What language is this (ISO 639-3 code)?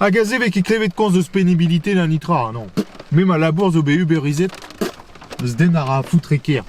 bre